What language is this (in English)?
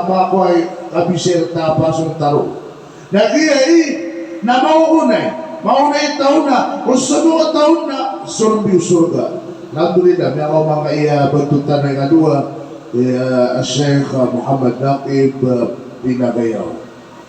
Maranao